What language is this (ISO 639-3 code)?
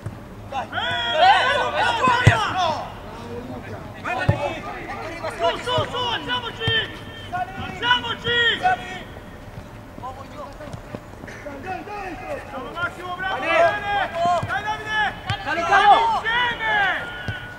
ita